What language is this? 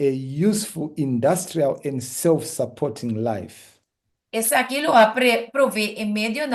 Papiamento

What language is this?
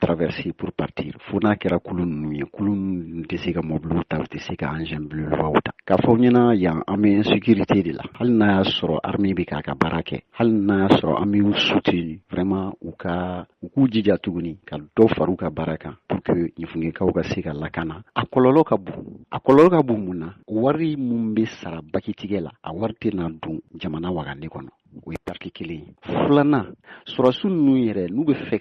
Bambara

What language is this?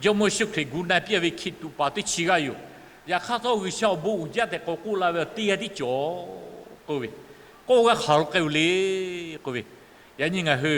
Lahu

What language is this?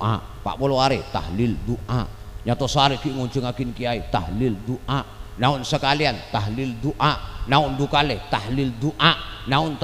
Madurese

